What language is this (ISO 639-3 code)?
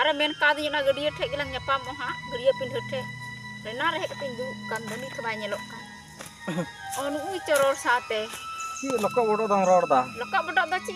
sat